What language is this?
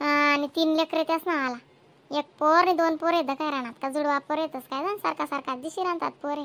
Khandesi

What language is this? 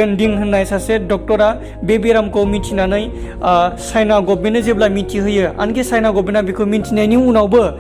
Bodo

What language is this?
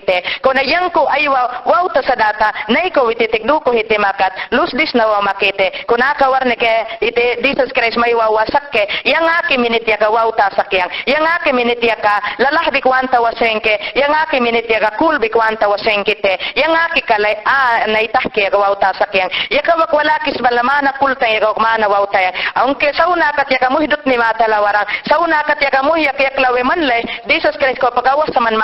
Mayangna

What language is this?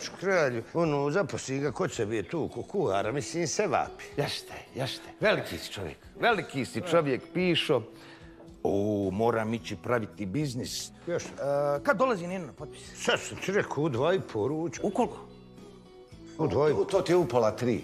Bosnian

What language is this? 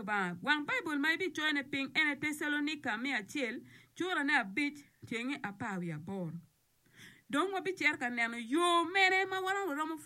Acoli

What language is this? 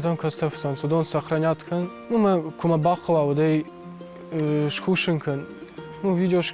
Ossetic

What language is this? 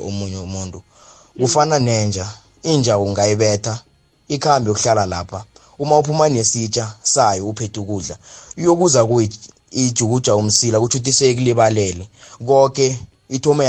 South Ndebele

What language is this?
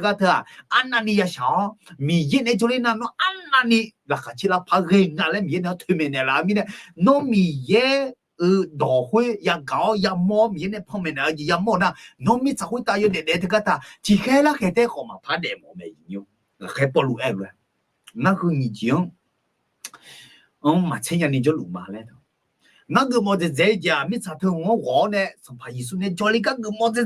Akha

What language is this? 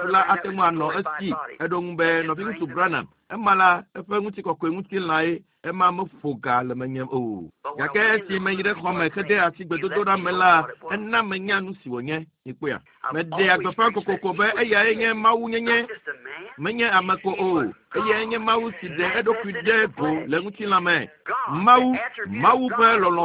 Ewe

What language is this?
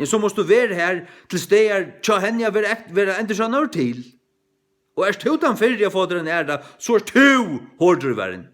Faroese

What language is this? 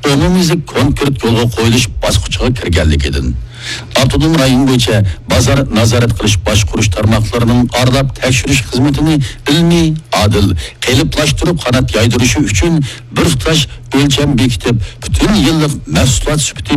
Uyghur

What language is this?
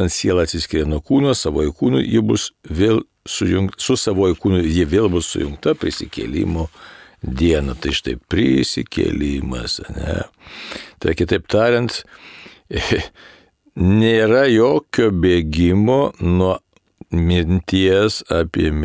Lithuanian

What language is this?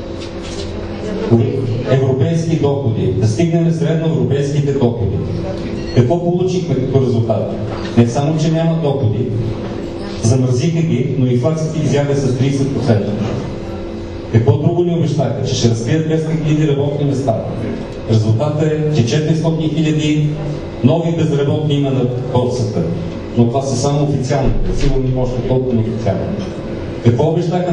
Bulgarian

